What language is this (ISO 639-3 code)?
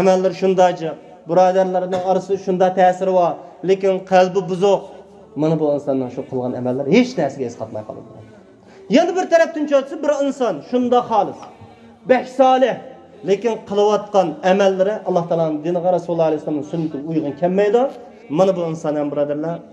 uig